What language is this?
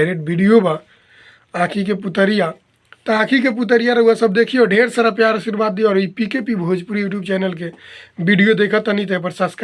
Bhojpuri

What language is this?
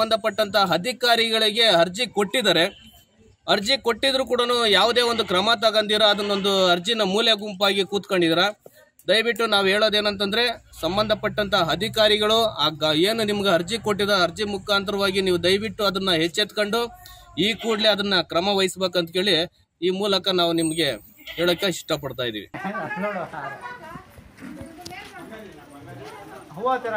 Kannada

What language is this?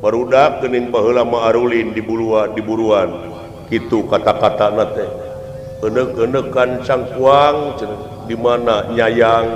Sundanese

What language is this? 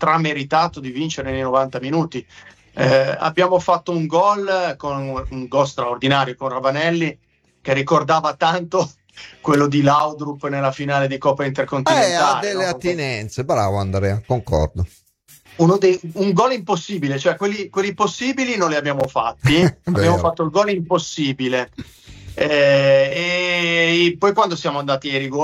Italian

